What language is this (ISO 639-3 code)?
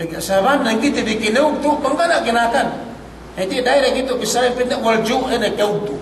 yka